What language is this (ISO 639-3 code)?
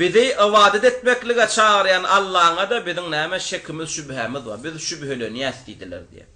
tuk